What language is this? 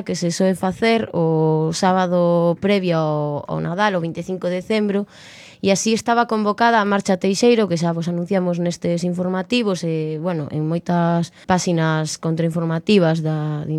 Galician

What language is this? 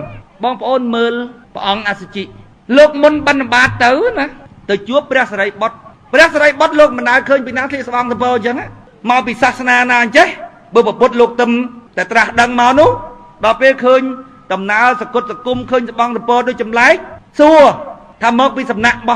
Khmer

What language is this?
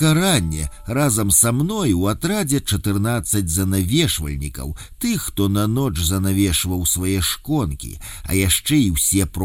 Belarusian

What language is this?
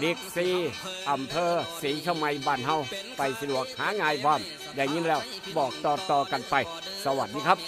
Northeastern Thai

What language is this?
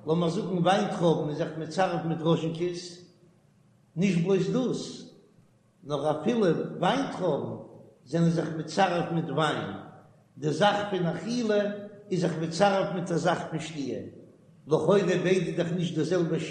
Yiddish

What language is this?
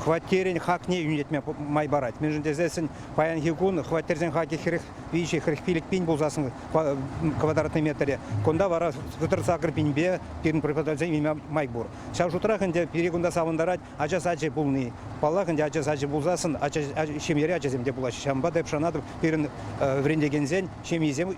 Chuvash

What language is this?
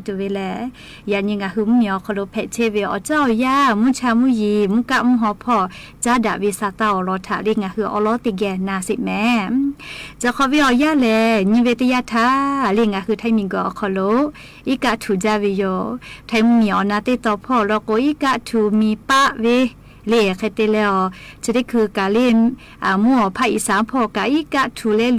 Lahu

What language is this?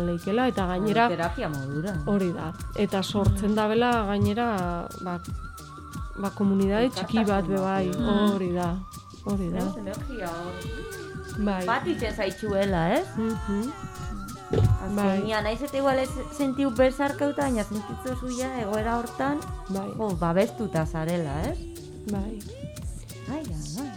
Basque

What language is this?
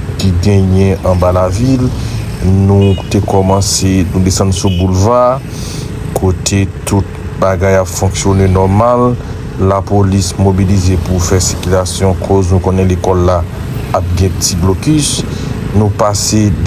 Haitian Creole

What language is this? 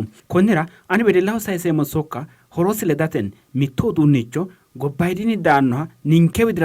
Sidamo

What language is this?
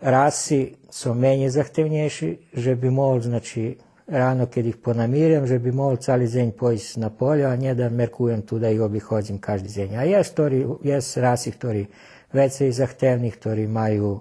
Rusyn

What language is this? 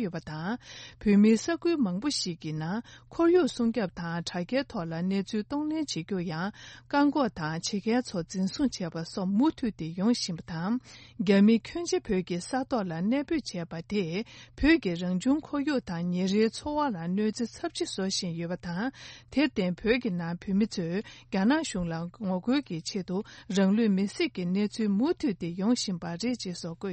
Tibetan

